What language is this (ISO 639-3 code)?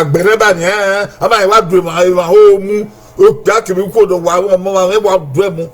bin